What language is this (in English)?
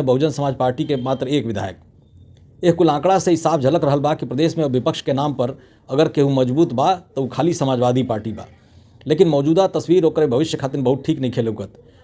Bhojpuri